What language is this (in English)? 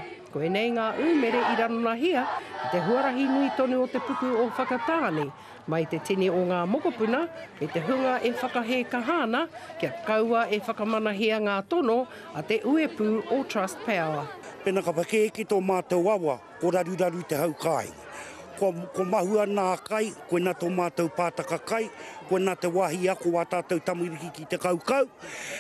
Māori